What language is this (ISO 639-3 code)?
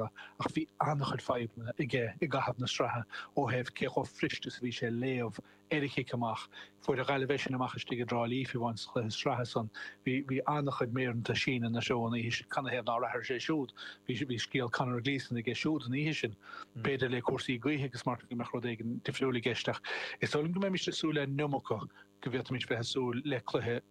gle